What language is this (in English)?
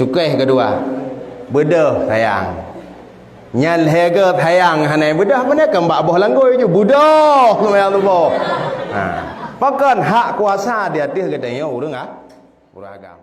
Achinese